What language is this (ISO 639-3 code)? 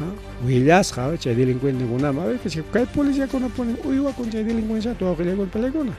quy